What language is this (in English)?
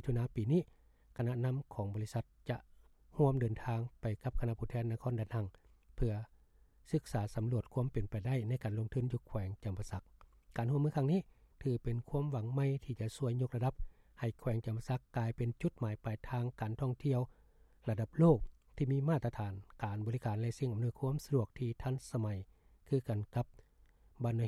Lao